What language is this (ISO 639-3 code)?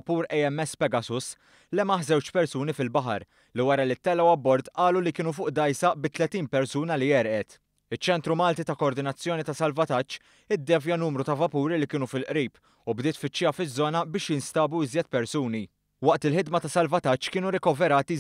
mlt